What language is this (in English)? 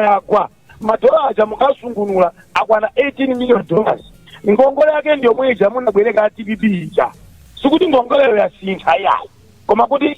Nyanja